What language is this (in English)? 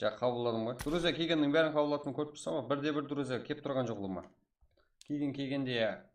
Kara-Kalpak